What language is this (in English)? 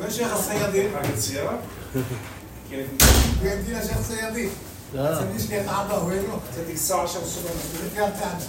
North Levantine Arabic